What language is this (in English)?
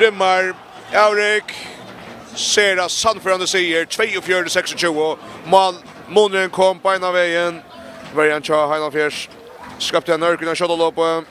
Faroese